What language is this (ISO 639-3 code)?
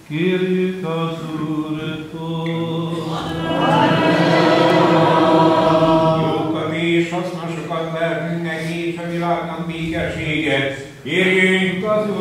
hun